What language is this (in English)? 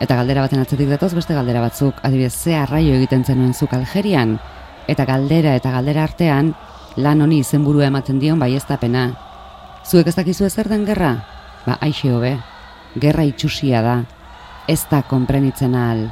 Basque